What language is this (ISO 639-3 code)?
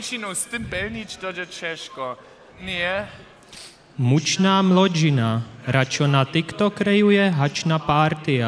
hsb